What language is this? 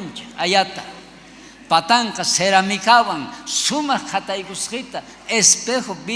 South Bolivian Quechua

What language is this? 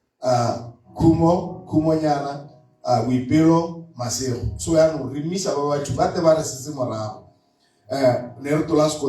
Tswana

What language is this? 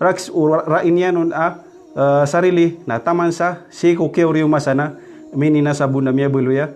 Maranao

